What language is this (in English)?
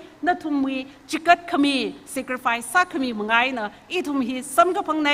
Tangkhul Naga (India)